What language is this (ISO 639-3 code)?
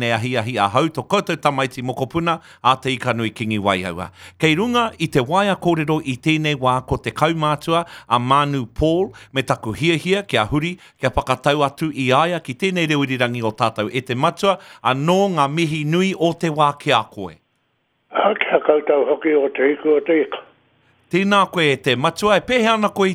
mri